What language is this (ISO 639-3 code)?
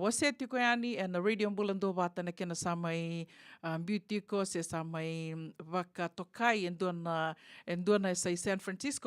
fij